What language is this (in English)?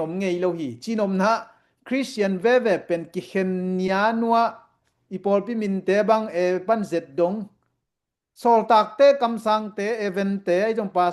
Tedim Chin